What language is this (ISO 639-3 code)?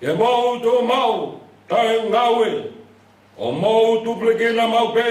ton